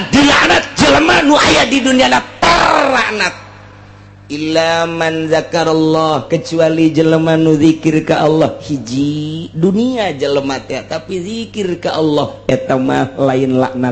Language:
Sundanese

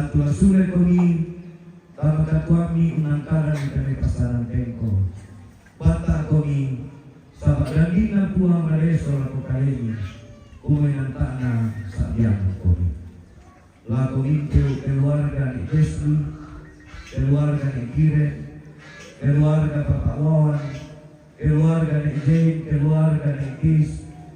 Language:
Toraja-Sa'dan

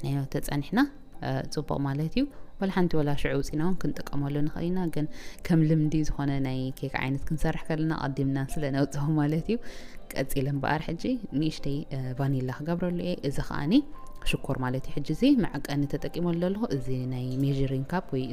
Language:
Tigrinya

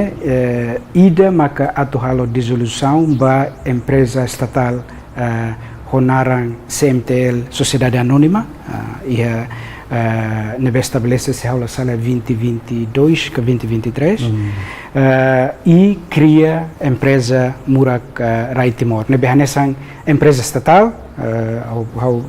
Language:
Tetum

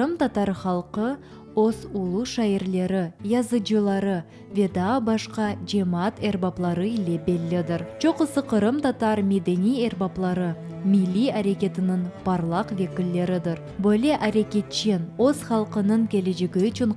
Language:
Crimean Tatar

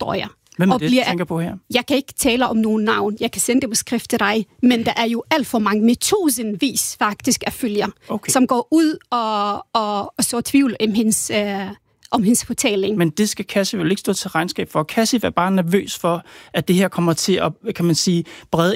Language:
Danish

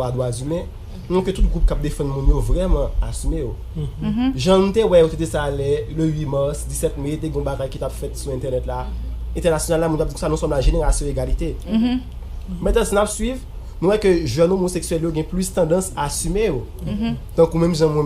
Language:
Haitian Creole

